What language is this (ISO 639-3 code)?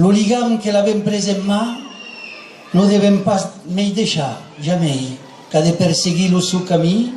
oci